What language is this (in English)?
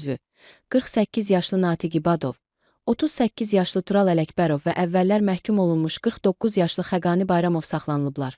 Azerbaijani